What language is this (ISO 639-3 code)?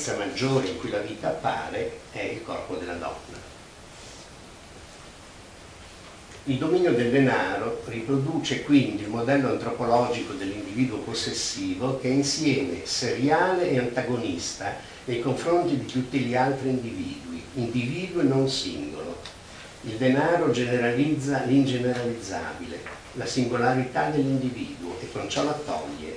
ita